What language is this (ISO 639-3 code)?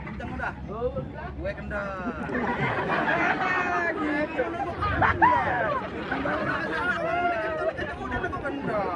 bew